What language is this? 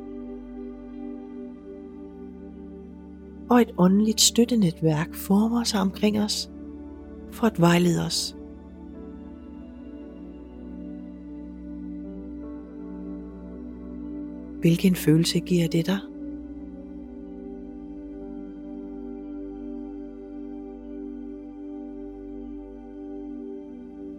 Danish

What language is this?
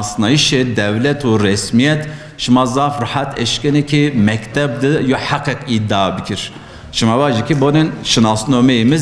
Zaza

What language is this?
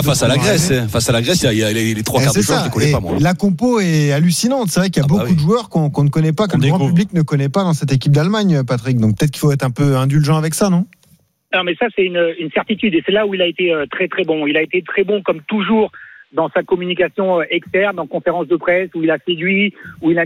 French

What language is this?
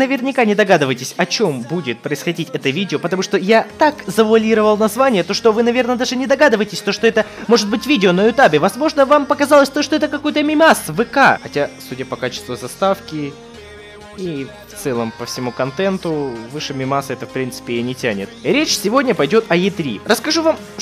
Russian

